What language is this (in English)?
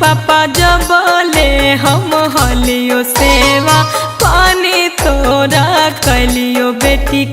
Magahi